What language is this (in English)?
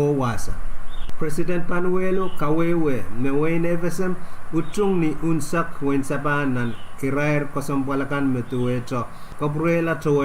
Pohnpeian